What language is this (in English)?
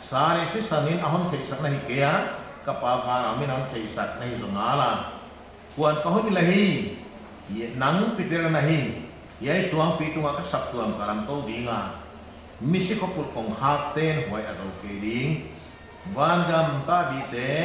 Paite Chin